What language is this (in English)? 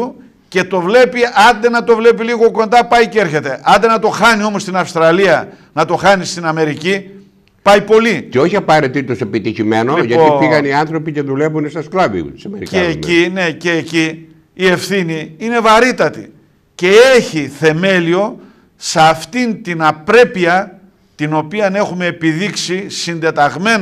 Greek